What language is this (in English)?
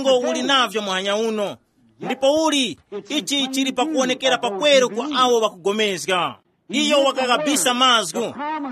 Tumbuka